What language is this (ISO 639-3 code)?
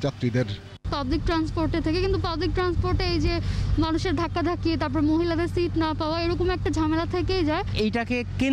ben